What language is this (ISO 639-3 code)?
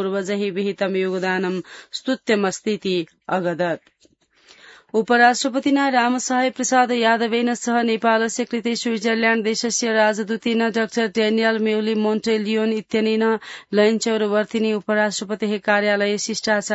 san